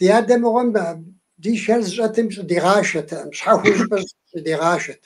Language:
Kabardian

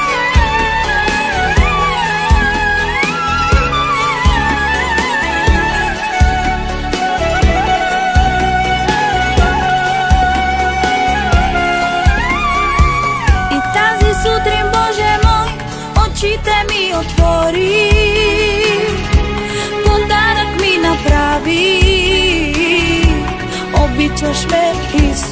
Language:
Bulgarian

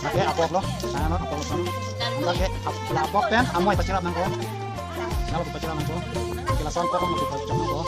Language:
Karbi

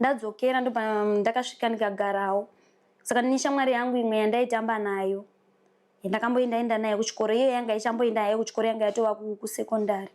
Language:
Shona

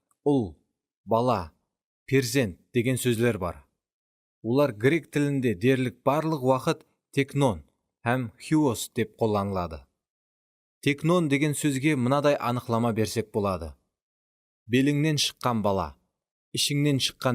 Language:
Kara-Kalpak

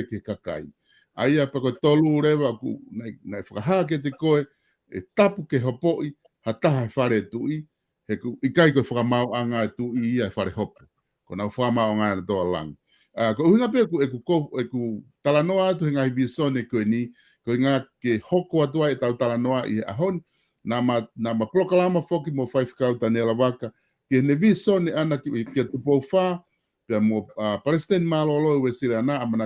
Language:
Tongan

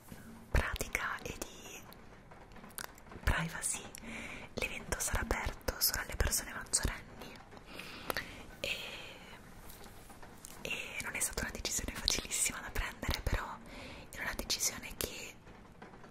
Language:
Italian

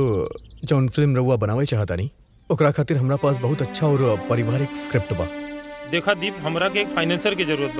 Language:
Bhojpuri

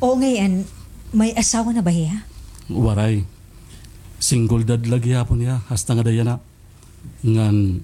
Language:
Waray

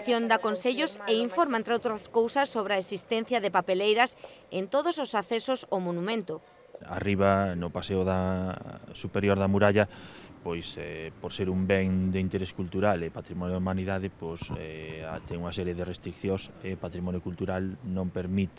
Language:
Galician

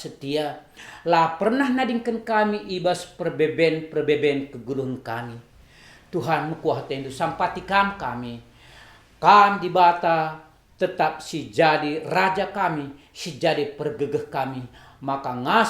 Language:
Batak Karo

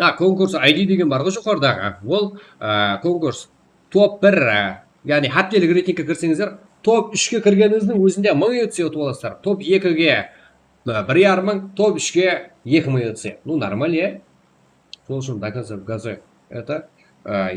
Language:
Kara-Kalpak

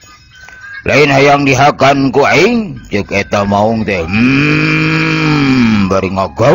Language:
Sundanese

